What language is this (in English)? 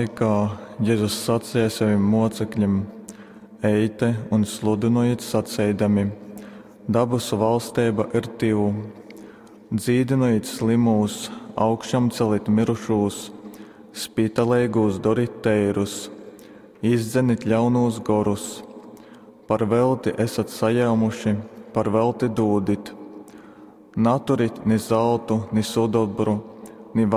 Latgalian